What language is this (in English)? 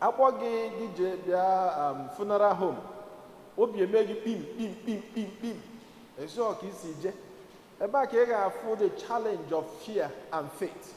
Igbo